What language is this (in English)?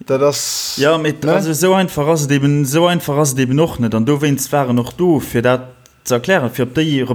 Luxembourgish